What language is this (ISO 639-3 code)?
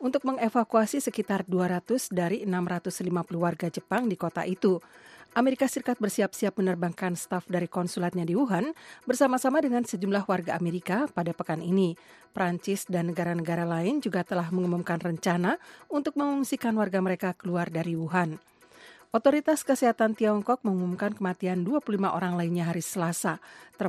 ind